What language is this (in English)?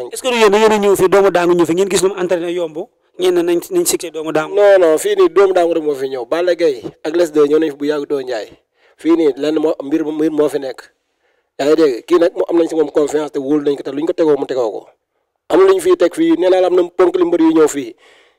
Wolof